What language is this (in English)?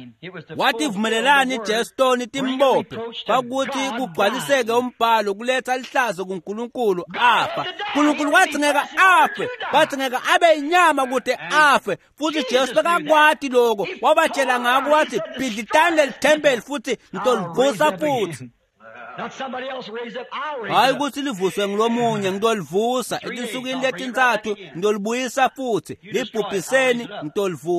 Swati